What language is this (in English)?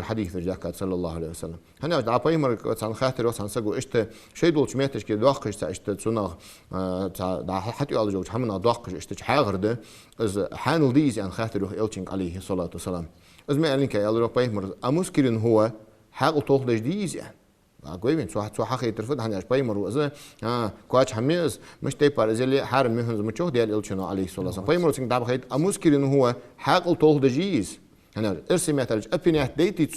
Ingush